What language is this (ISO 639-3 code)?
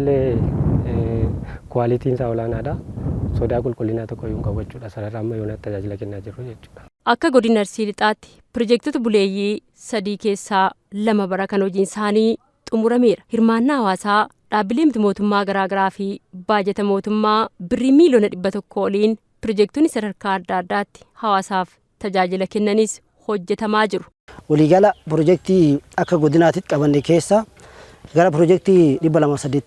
orm